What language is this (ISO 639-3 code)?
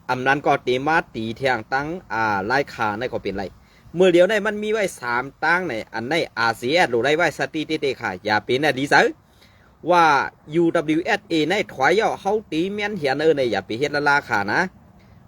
shn